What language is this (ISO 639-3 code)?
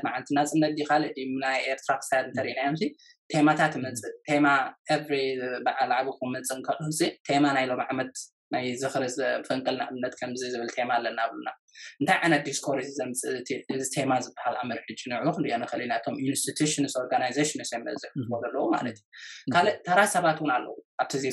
tir